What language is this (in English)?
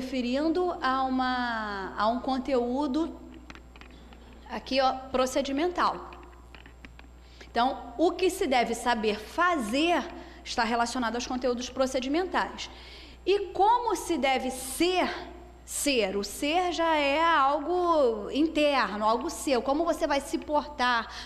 Portuguese